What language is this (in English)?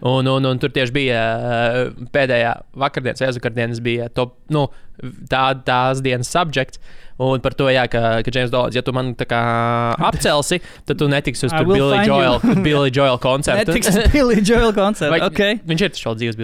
Latvian